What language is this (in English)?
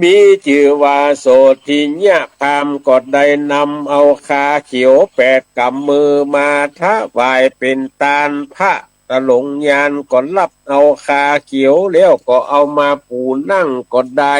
Northern Thai